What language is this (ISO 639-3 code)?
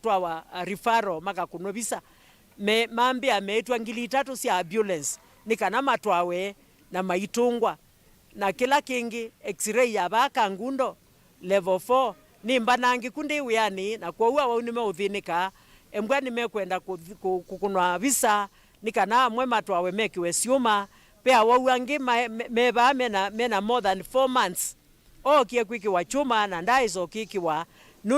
kam